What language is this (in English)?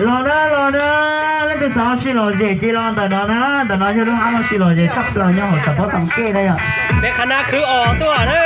Hmong